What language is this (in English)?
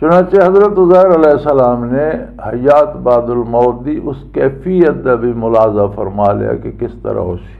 Western Panjabi